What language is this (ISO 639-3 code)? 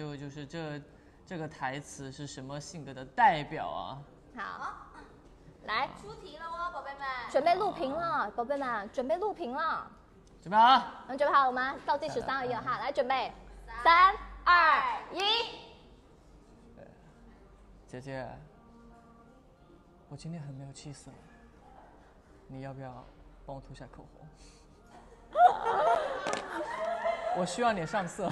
zho